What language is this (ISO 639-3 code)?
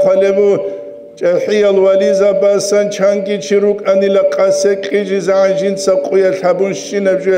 ava